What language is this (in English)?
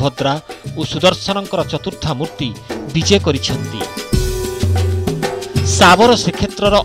Odia